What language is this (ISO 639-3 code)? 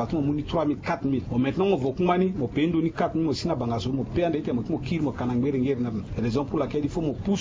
sag